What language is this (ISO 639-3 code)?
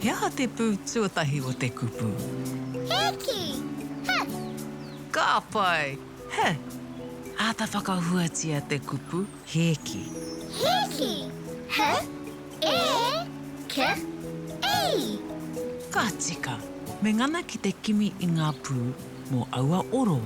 mri